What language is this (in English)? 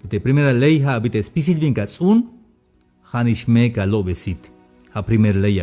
Tzeltal